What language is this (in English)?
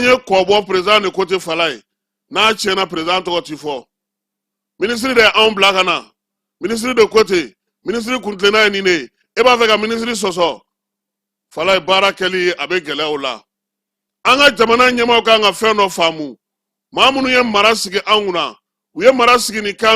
Bambara